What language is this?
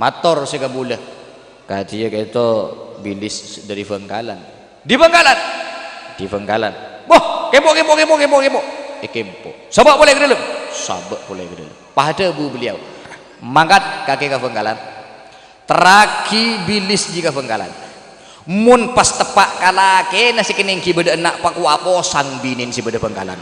Madurese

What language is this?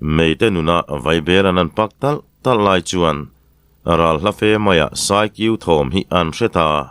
Mizo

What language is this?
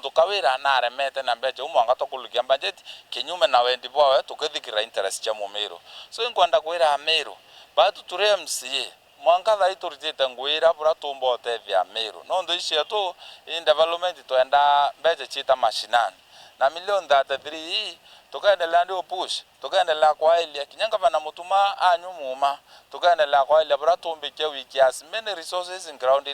Meru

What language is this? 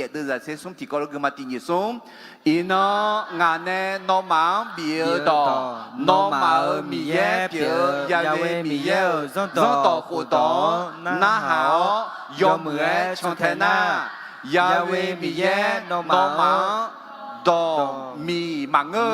Akha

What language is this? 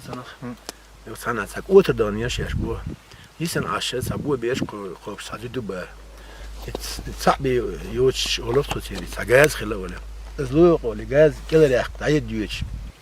Chechen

